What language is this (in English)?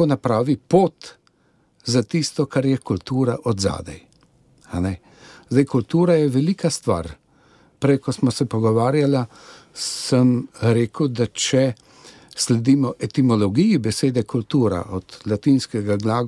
Slovenian